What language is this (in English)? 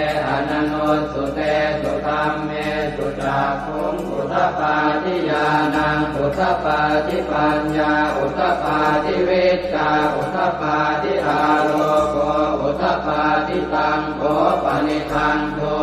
Pali